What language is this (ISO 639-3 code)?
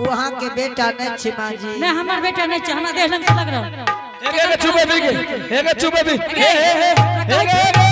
anp